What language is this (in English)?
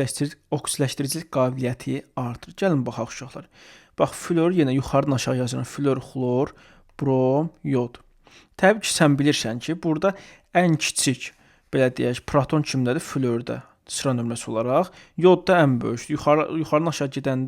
Azerbaijani